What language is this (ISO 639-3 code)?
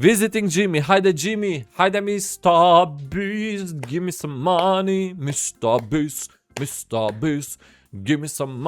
sqi